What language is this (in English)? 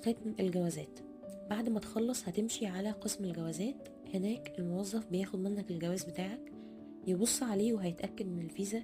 Egyptian Arabic